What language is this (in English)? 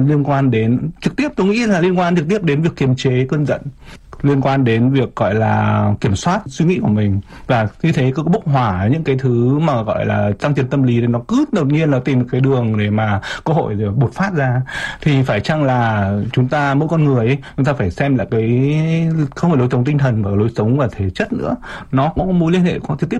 Vietnamese